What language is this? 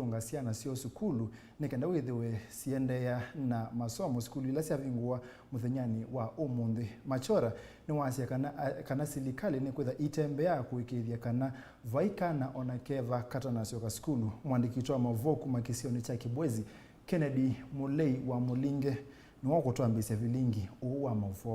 Kamba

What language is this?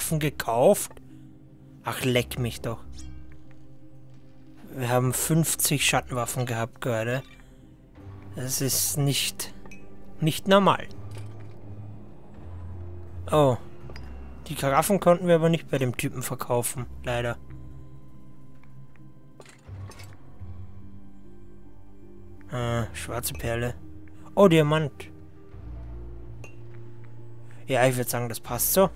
German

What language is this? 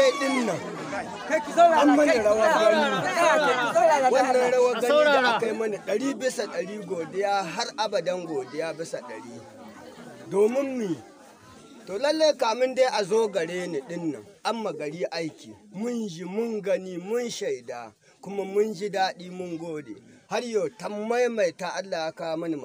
Hausa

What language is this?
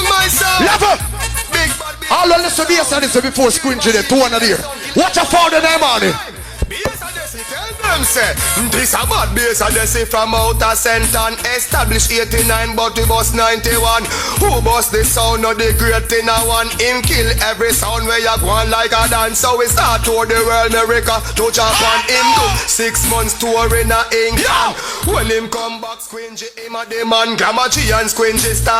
Jamaican Creole English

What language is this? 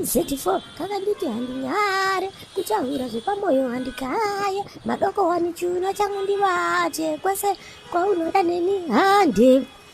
Shona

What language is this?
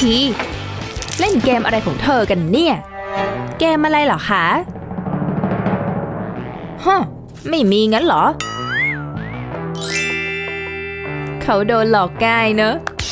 Thai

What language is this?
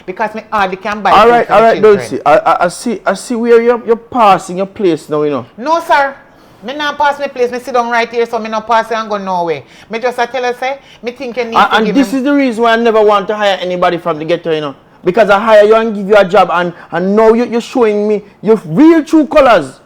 Jamaican Creole English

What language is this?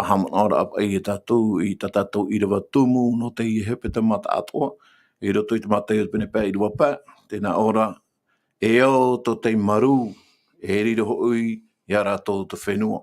Tahitian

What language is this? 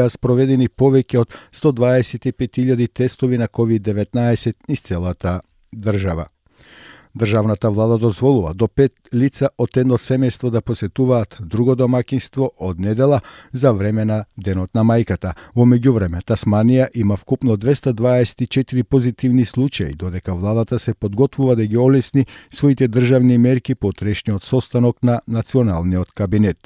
Macedonian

